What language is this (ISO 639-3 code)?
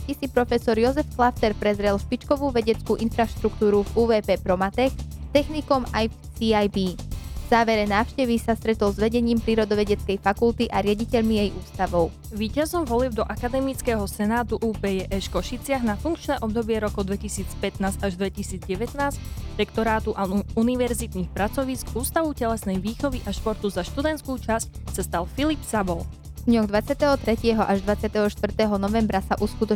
slk